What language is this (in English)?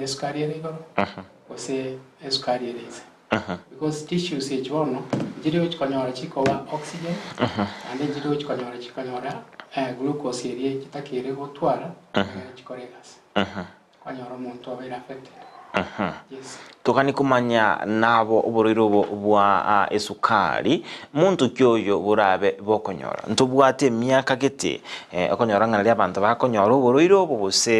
Gusii